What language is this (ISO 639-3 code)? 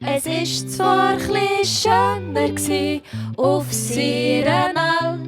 gsw